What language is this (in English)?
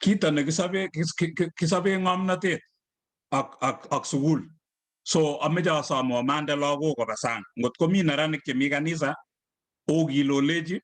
Kalenjin